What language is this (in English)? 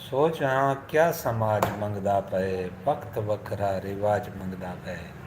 Saraiki